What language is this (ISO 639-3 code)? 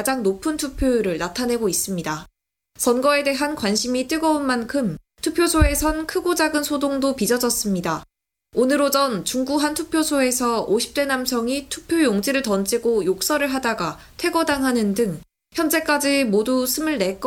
kor